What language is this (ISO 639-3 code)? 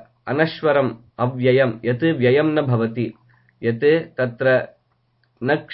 san